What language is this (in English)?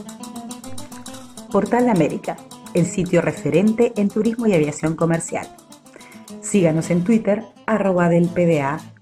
Spanish